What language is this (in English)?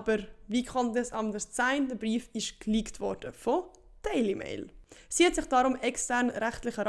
Swiss German